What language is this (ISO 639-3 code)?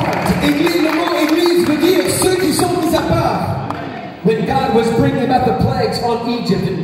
fra